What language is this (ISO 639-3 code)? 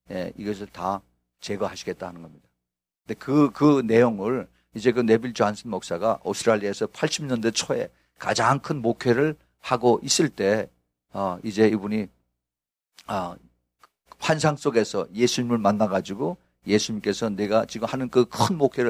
kor